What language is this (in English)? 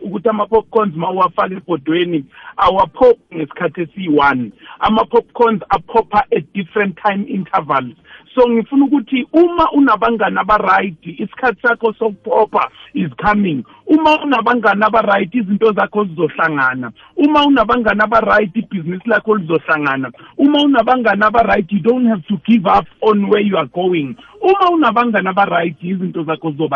South Ndebele